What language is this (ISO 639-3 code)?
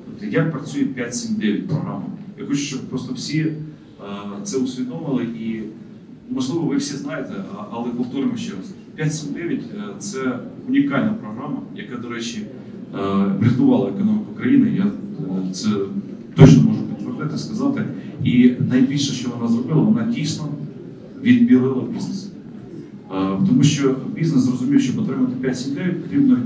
ukr